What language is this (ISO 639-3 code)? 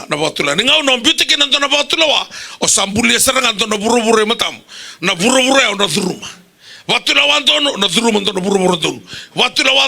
fij